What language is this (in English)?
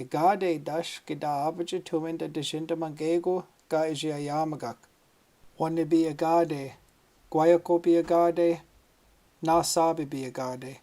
Chippewa